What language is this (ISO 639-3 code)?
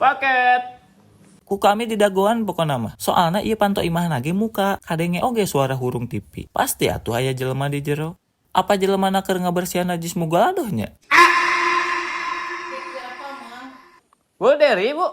sun